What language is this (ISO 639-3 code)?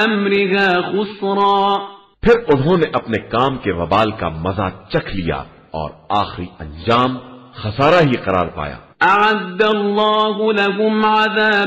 urd